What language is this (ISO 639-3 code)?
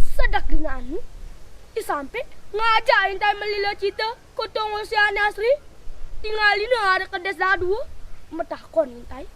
ban